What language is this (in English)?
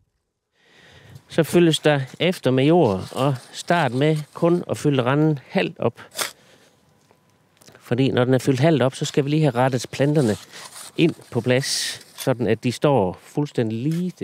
Danish